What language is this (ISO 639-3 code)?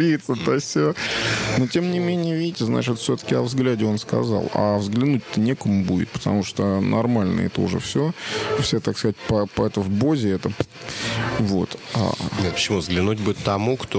rus